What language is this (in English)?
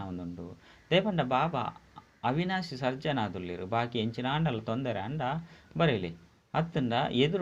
Tulu